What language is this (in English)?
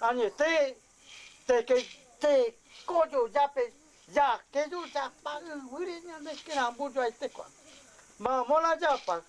Guarani